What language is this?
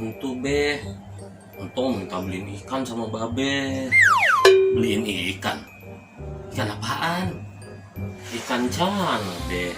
Betawi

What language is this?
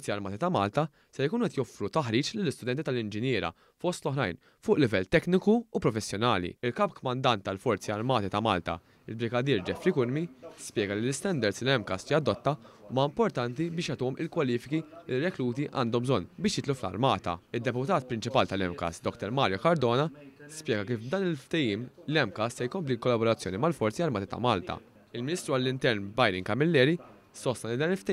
Maltese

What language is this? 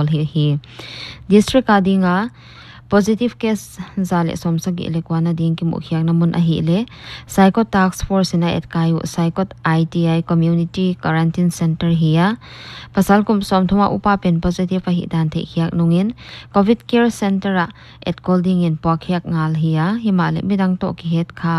Paite Chin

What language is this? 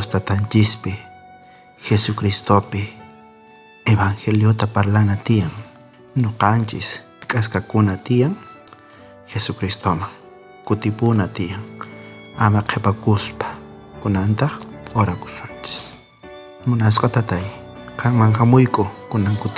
South Bolivian Quechua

